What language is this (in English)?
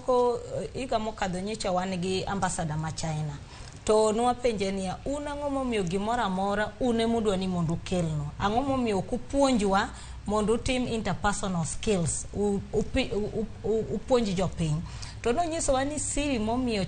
Luo (Kenya and Tanzania)